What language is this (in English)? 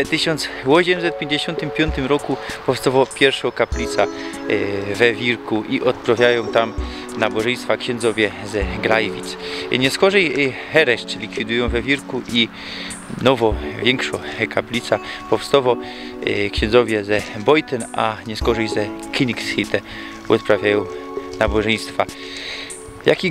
Silesian